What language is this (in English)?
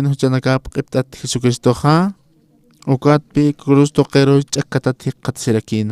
Aymara